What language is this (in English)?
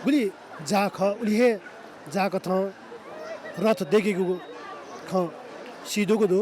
Newari